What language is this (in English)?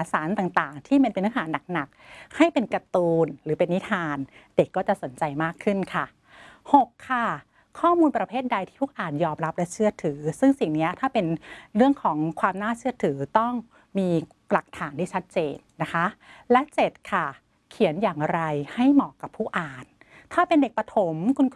Thai